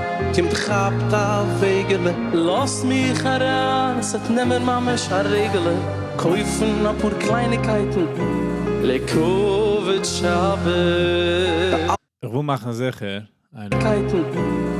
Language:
Yiddish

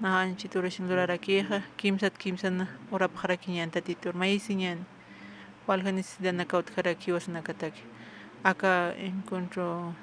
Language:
Aymara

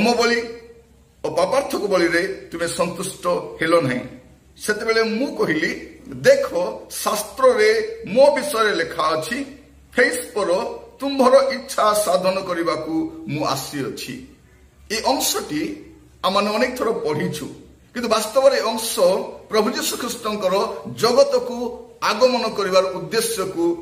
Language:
Odia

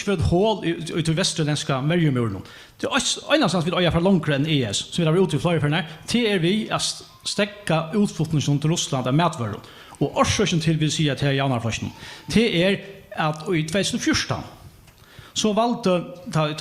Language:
Faroese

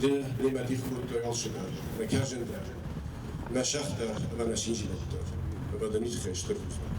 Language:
Ossetic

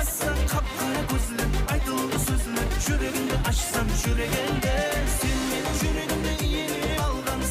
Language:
Kara-Kalpak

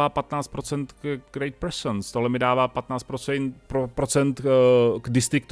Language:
Czech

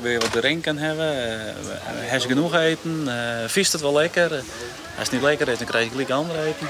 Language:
Western Frisian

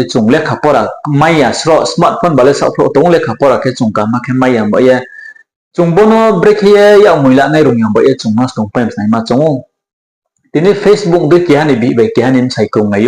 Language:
Riang (India)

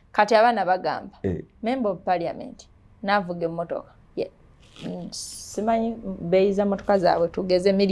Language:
Ganda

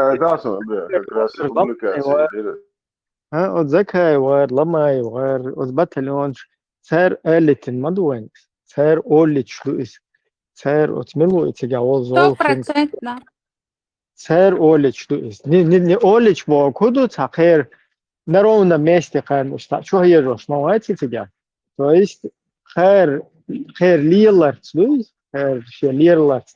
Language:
Chechen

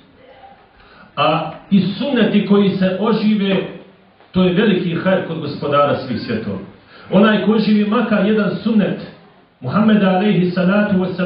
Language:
Bosnian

